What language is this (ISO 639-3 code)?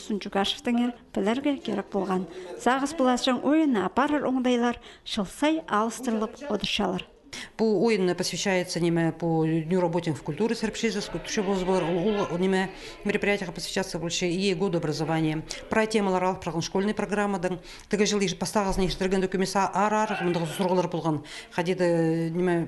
kjh